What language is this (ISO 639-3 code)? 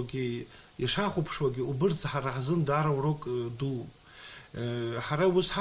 abk